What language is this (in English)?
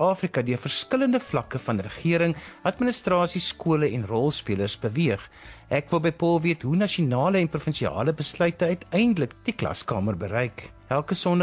Afrikaans